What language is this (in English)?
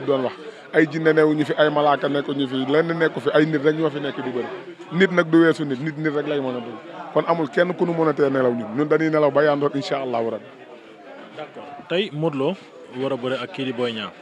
Wolof